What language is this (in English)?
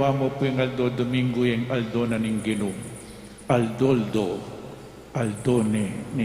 Pampanga